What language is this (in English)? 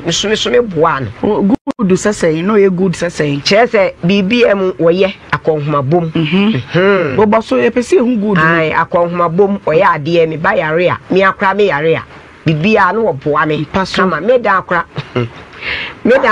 Akan